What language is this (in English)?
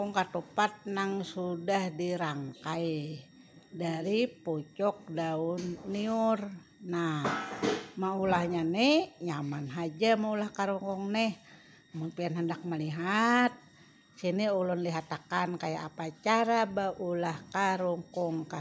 Banjar